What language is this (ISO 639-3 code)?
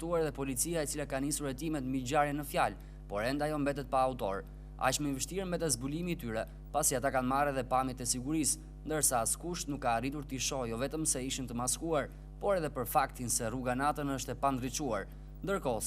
sqi